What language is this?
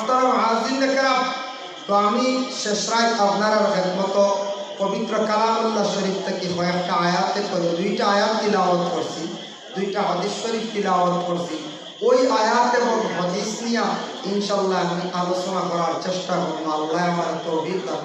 Sylheti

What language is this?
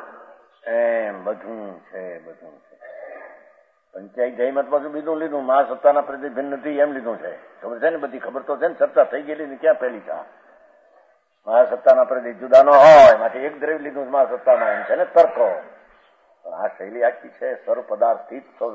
Gujarati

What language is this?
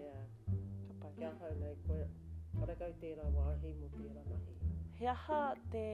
Māori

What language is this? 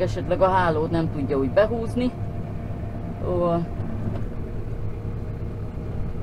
Hungarian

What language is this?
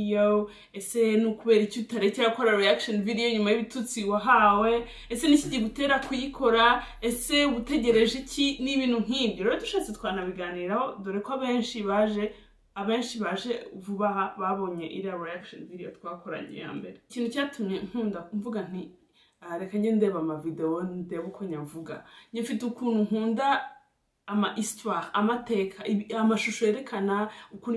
Kinyarwanda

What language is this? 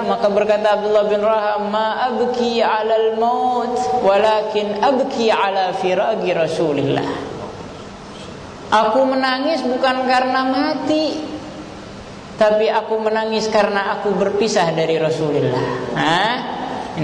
Indonesian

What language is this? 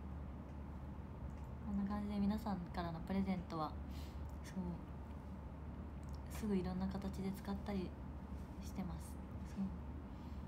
Japanese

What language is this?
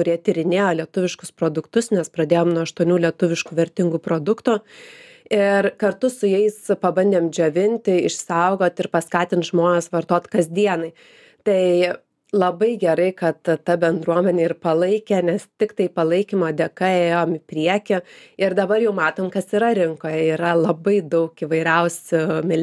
Lithuanian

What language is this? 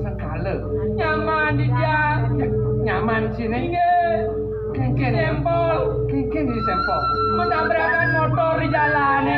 Balinese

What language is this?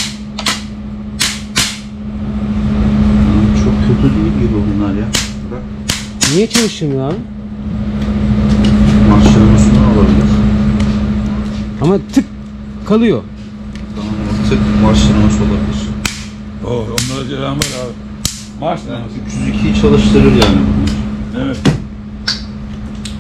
Turkish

